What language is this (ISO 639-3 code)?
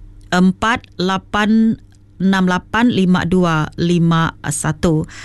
iba